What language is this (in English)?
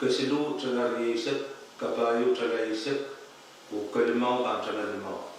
Pohnpeian